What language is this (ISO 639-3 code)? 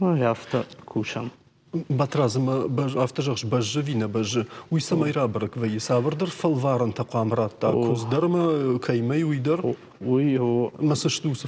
oss